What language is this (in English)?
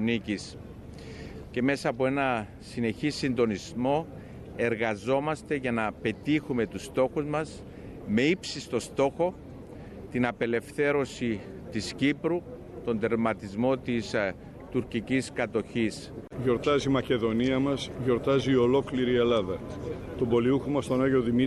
Greek